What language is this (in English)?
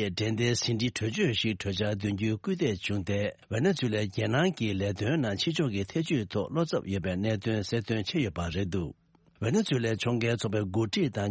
Tibetan